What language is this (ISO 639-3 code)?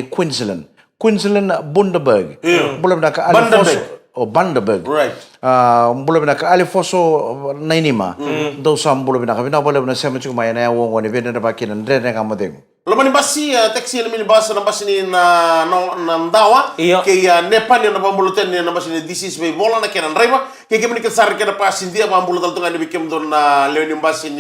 fij